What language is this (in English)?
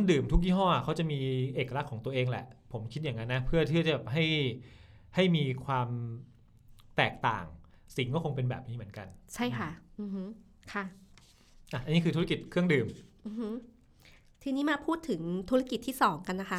Thai